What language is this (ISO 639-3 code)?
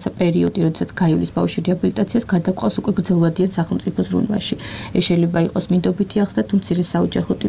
kat